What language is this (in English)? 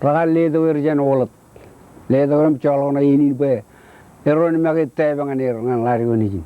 Marshallese